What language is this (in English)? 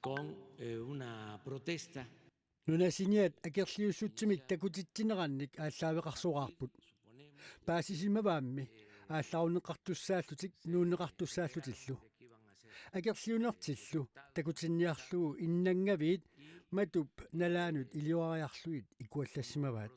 Kalaallisut